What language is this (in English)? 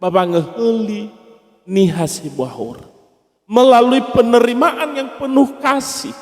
Nias